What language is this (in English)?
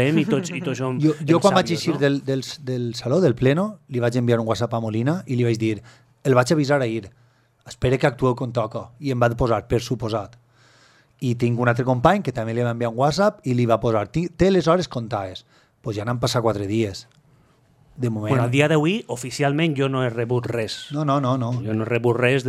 Catalan